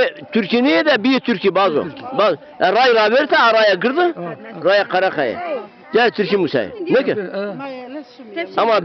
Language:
Zaza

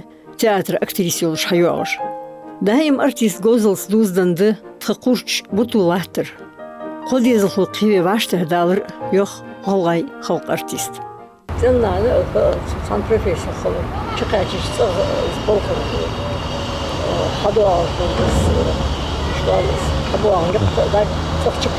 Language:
Ingush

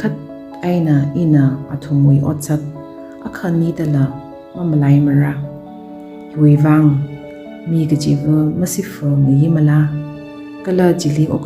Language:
Tangkhul Naga (India)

